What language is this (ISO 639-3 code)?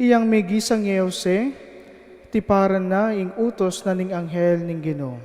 pam